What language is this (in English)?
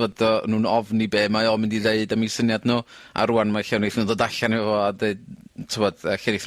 Welsh